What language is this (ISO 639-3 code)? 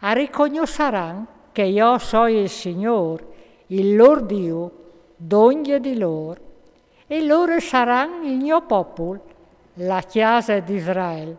fur